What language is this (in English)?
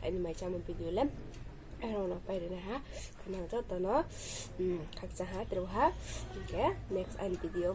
Riang (India)